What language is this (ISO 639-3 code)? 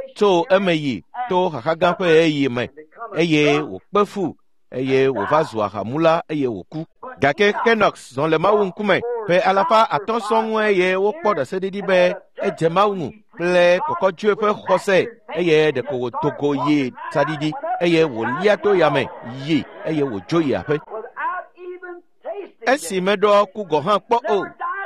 ewe